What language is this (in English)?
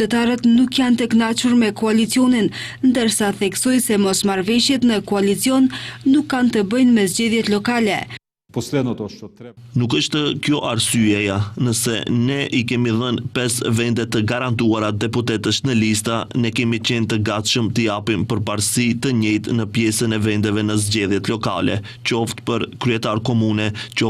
Albanian